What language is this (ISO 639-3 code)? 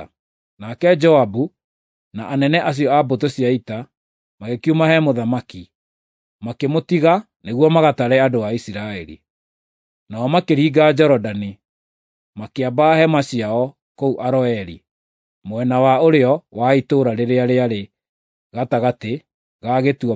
kik